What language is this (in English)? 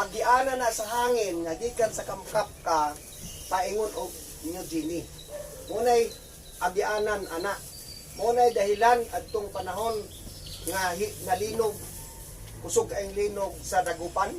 Cebuano